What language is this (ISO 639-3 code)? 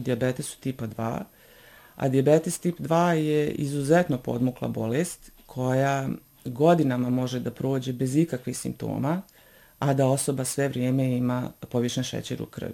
bos